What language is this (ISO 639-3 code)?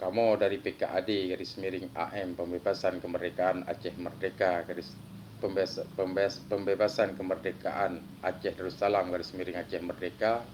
ace